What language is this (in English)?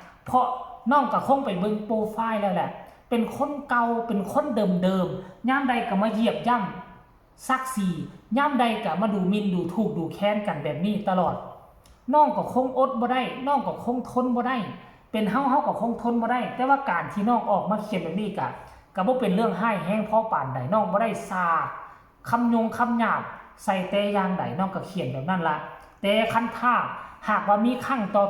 Northeastern Thai